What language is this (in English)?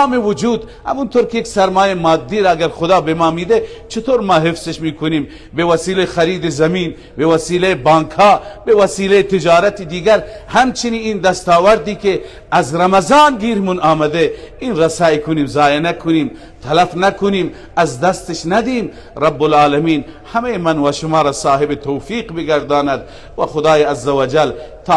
Persian